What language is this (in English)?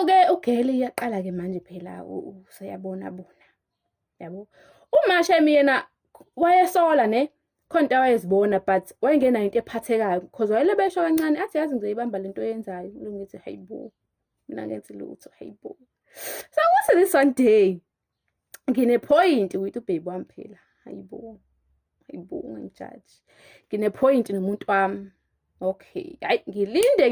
Zulu